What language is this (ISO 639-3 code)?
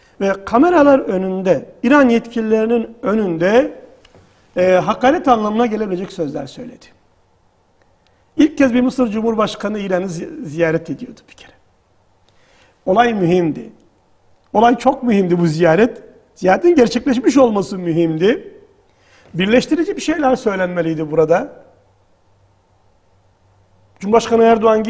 tur